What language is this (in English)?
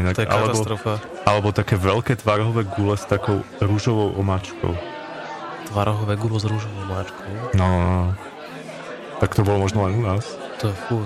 Slovak